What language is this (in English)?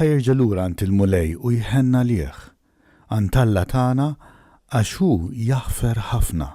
Maltese